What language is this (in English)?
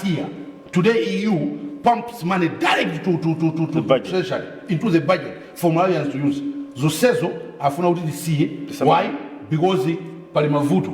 Nyanja